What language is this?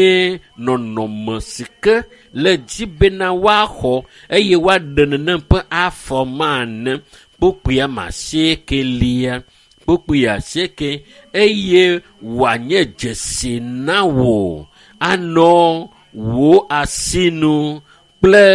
Ewe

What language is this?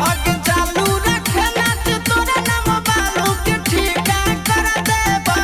Magahi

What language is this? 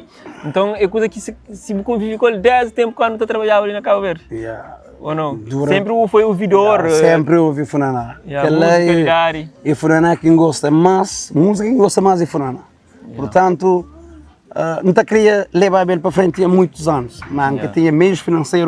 Kabuverdianu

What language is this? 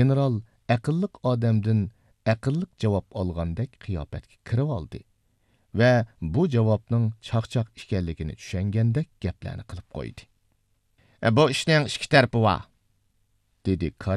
Uyghur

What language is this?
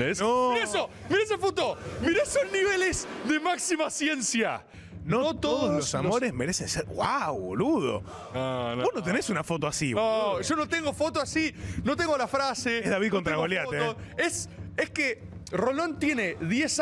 Spanish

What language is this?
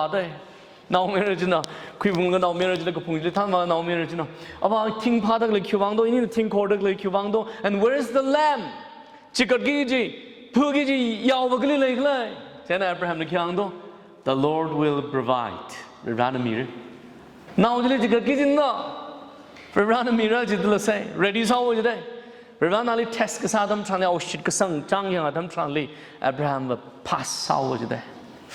Tangkhul Naga (India)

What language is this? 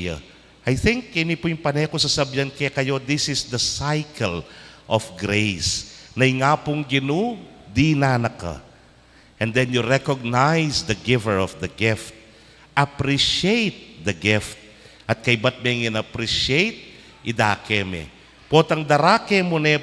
Pampanga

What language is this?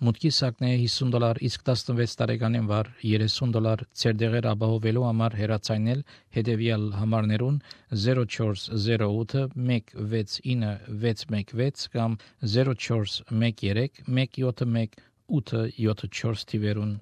Armenian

